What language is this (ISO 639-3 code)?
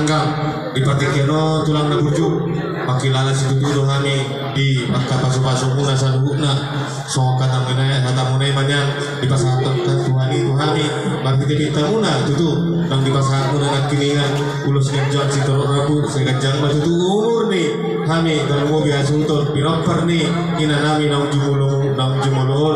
bbc